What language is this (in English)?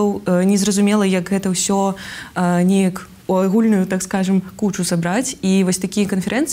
Belarusian